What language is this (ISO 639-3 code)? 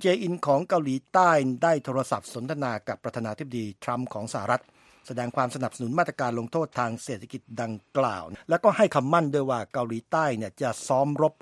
tha